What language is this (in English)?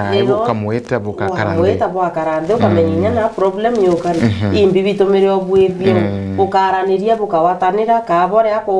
Meru